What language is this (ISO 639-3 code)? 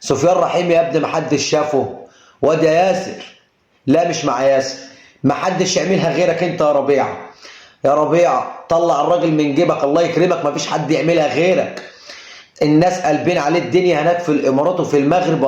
arz